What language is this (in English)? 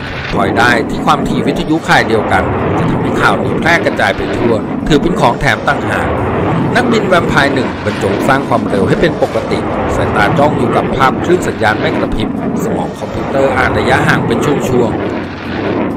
Thai